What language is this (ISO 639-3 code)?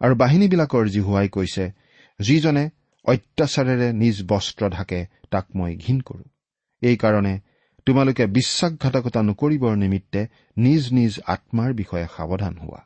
asm